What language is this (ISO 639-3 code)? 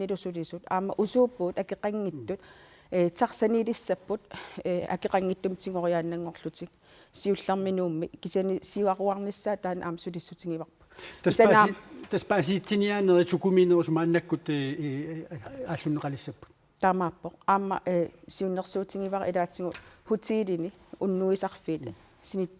kal